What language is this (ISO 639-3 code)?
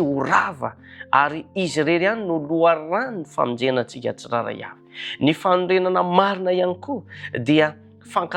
mlg